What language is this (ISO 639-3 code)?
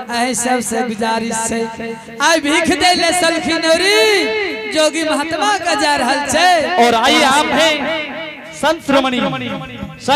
anp